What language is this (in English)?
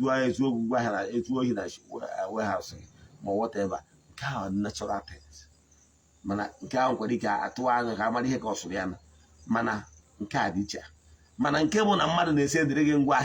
Igbo